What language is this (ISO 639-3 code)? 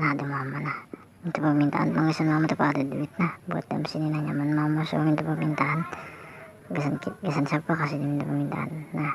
bjn